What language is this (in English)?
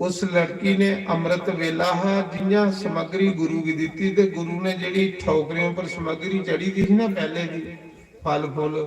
Dogri